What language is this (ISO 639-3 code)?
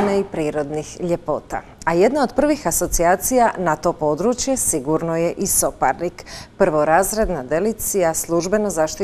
hrv